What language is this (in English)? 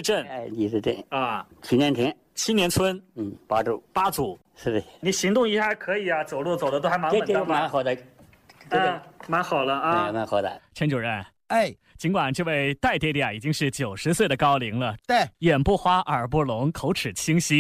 Chinese